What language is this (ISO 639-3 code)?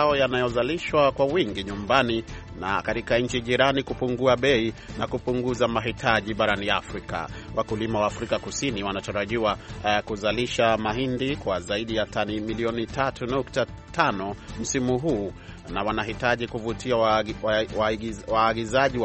swa